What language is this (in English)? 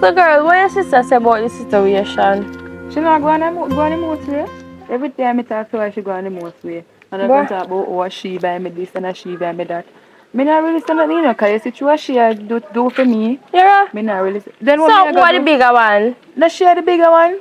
Jamaican Creole English